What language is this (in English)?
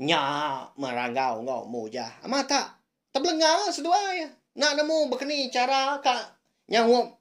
Iban